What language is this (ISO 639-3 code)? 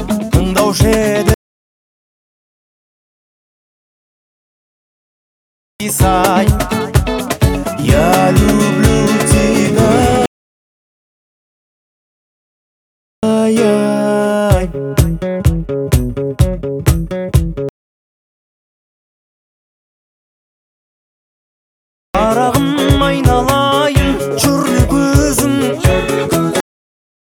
kaz